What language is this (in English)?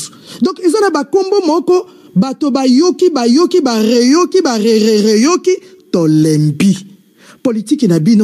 Lingala